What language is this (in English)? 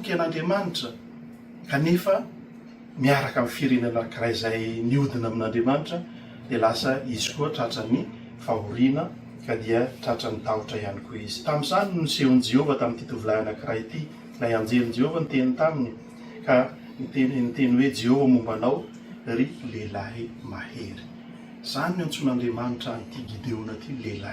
Malagasy